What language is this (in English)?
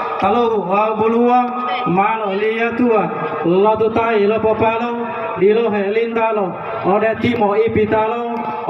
Gorontalo